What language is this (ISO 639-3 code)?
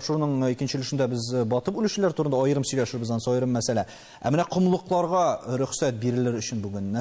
tat